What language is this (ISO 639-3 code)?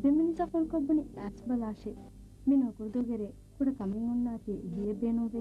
div